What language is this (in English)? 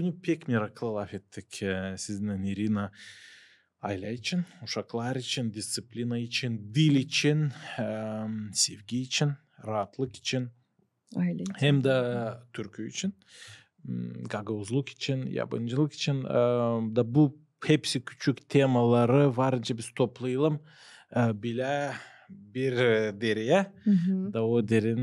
Gagauz